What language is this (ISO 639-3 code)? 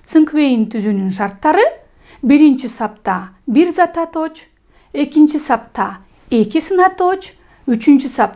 kir